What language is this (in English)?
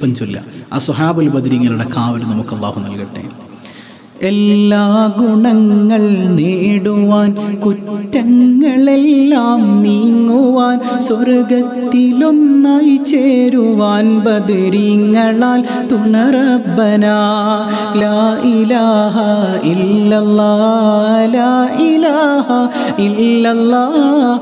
Malayalam